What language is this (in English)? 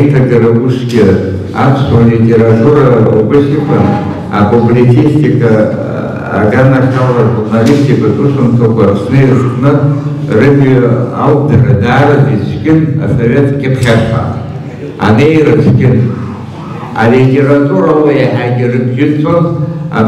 Abkhazian